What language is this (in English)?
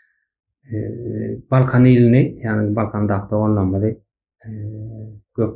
Turkmen